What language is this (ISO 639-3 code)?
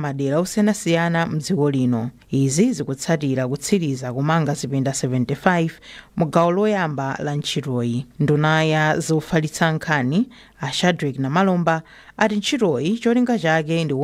nya